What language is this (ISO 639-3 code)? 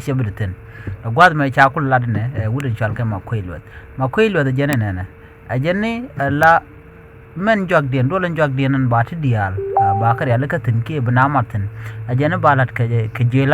nus